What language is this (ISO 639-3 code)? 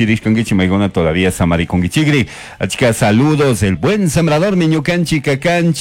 qug